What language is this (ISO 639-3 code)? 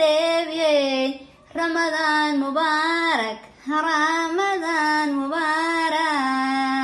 som